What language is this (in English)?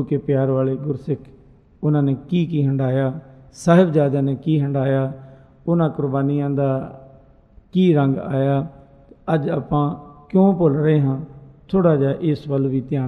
Punjabi